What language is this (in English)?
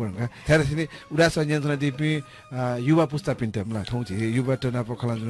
Newari